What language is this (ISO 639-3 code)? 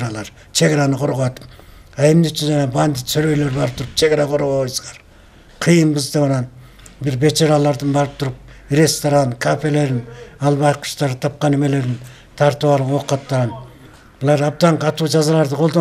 kir